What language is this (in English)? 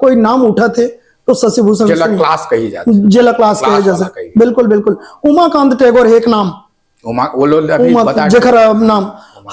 Chhattisgarhi